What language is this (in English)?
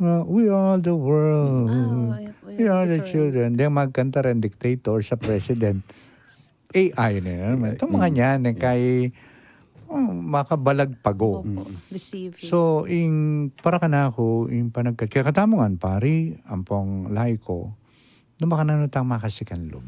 Pampanga